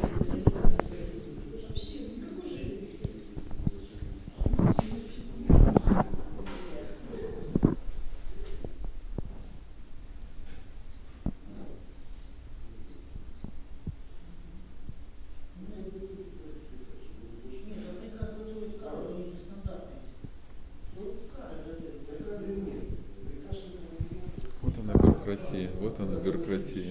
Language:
Russian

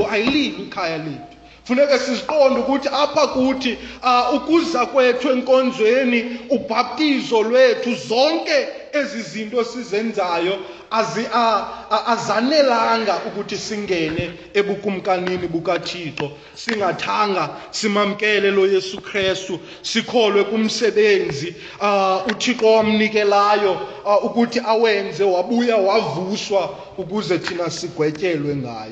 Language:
Xhosa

